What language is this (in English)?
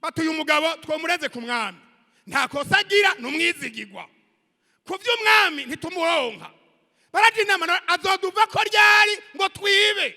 Rundi